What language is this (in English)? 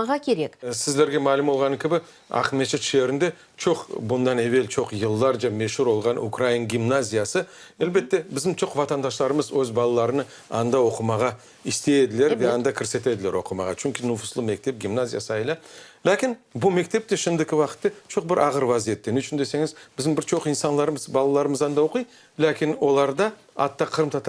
Crimean Tatar